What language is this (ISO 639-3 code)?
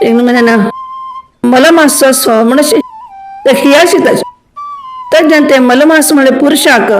kok